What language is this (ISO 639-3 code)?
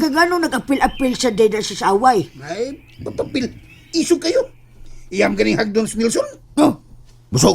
ceb